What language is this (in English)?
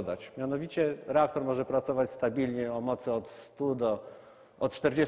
Polish